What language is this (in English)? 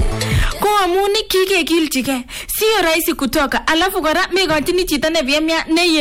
Swahili